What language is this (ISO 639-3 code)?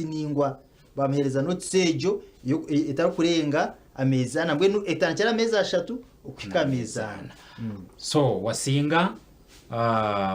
nyn